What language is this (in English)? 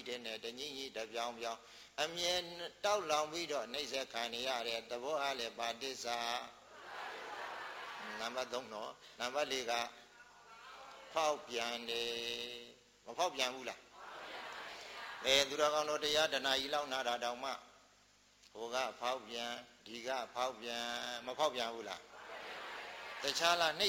Burmese